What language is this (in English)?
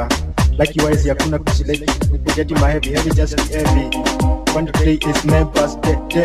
Swahili